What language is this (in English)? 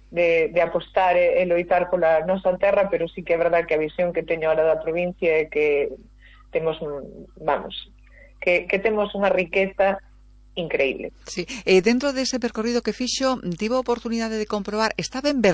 Galician